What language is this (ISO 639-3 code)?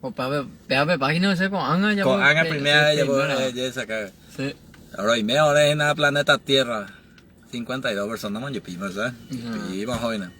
grn